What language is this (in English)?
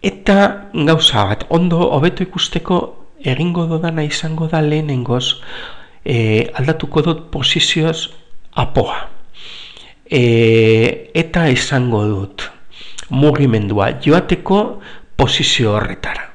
Basque